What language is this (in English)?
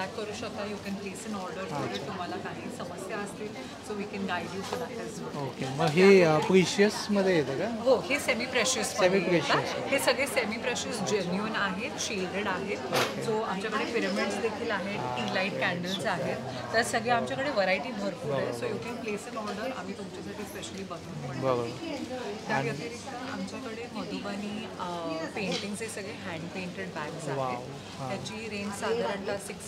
Marathi